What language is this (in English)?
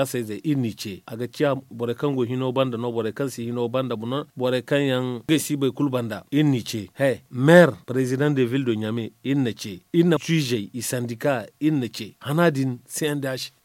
Zarma